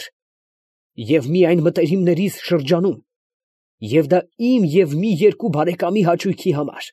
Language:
Armenian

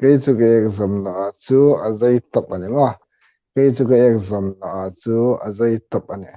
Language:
Hmar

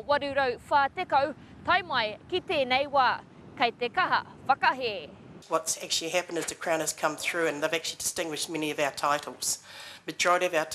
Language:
Māori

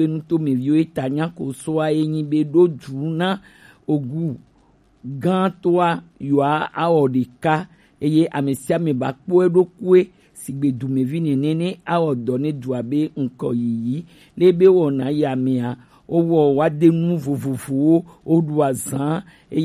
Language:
Gen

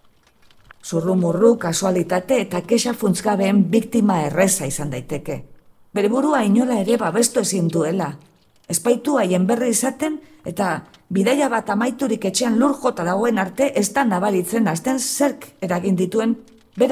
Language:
Basque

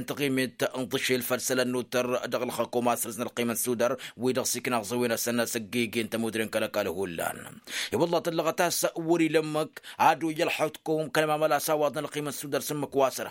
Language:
Tamasheq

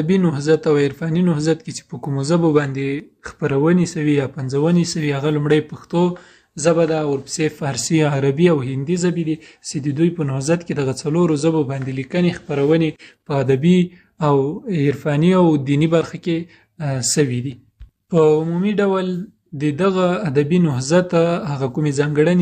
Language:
Pashto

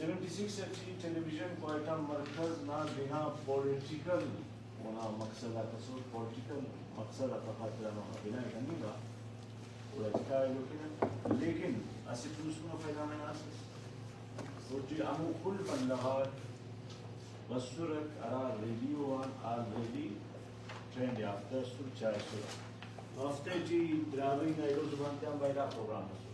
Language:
Brahui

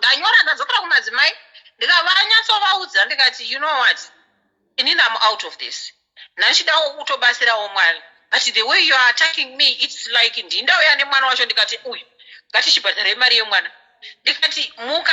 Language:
Shona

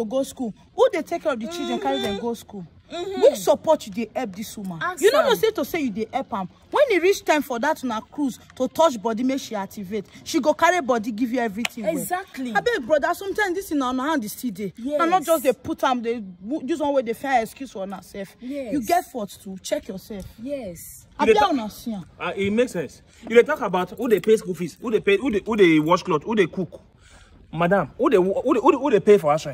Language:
Nigerian Pidgin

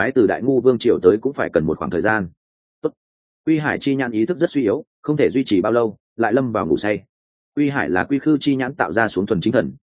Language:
Vietnamese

